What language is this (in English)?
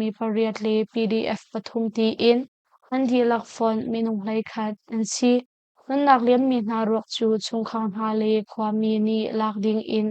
Hakha Chin